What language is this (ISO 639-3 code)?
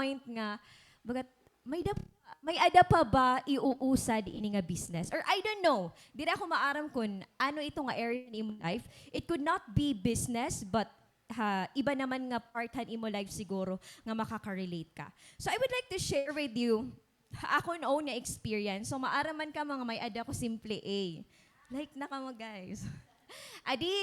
war